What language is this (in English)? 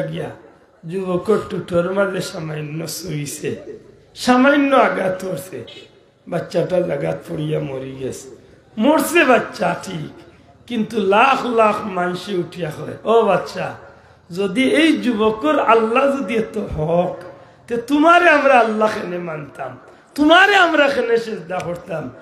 Sylheti